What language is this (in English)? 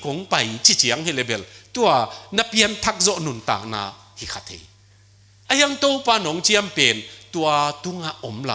Tedim Chin